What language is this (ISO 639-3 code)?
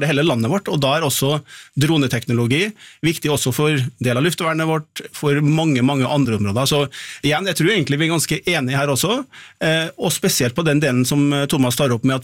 nor